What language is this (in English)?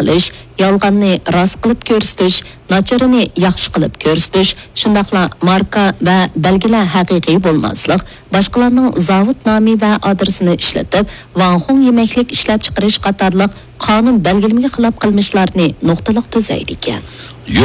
Uyghur